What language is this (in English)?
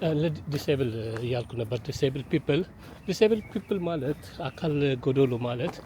Amharic